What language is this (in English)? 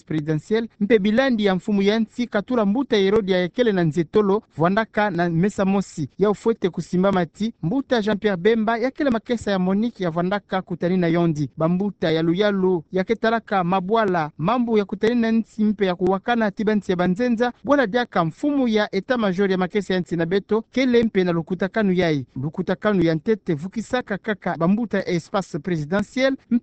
Kituba (Democratic Republic of Congo)